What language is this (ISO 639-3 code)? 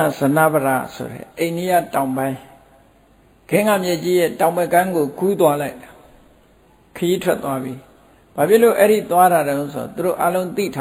mya